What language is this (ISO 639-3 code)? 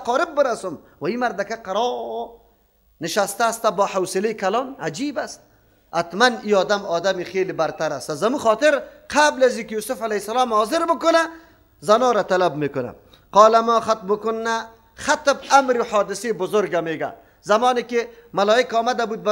fas